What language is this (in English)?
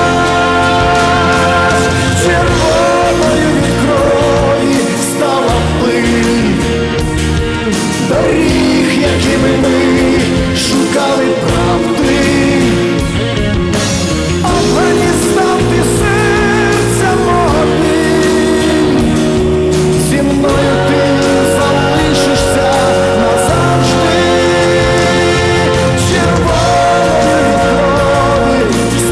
Ukrainian